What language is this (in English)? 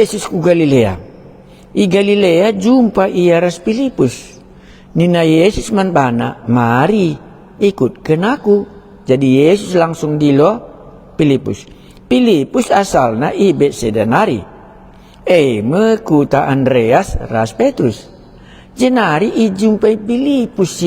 Batak Karo